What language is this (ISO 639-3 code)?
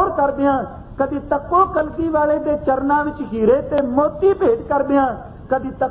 pan